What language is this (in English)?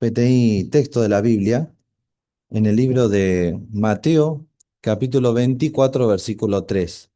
Guarani